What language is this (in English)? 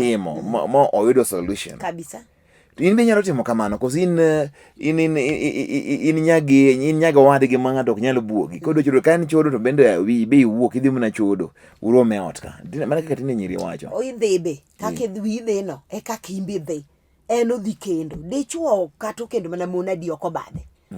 Luo (Kenya and Tanzania)